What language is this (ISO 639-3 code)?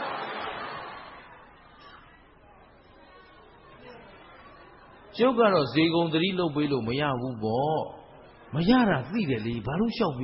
mya